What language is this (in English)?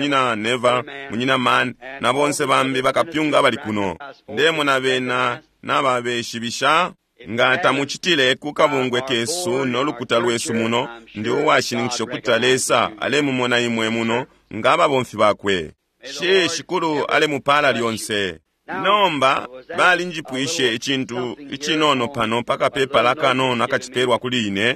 Bemba